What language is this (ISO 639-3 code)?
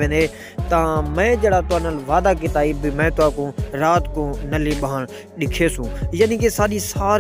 skr